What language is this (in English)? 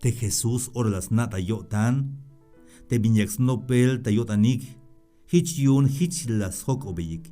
Tzeltal